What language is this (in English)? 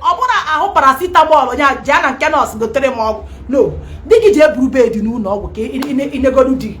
Igbo